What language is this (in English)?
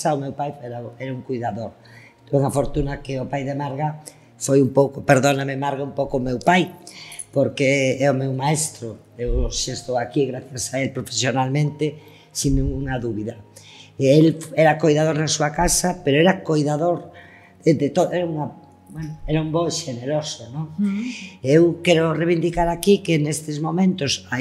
Galician